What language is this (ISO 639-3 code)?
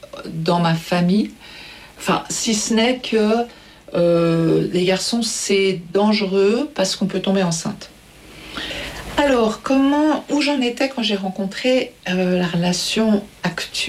fra